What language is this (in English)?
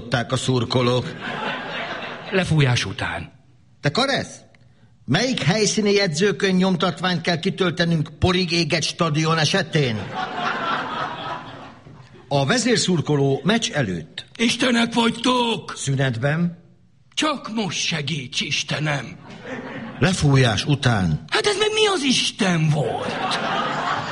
Hungarian